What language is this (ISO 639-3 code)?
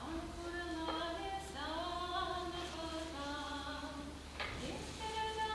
chv